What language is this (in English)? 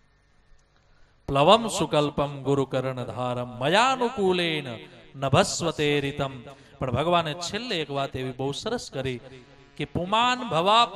Gujarati